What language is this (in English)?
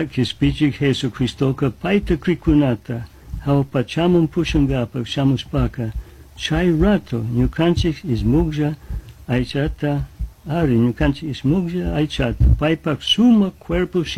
Chimborazo Highland Quichua